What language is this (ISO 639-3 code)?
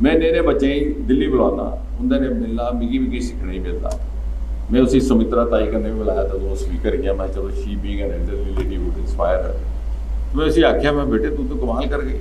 doi